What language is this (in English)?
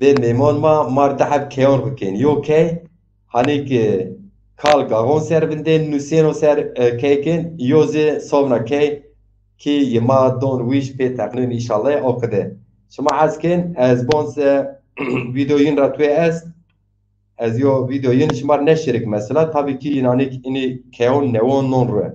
Zaza